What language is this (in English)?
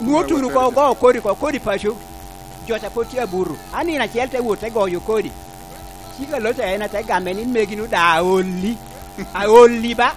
Lango (Uganda)